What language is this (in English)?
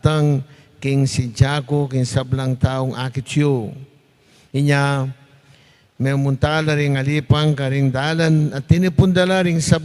Pampanga